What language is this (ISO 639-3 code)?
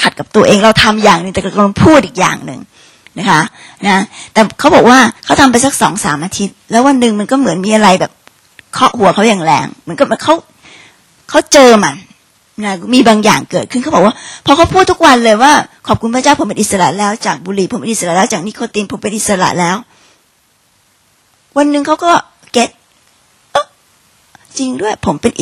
tha